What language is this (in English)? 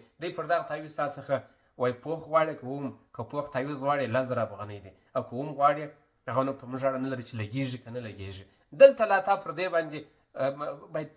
Pashto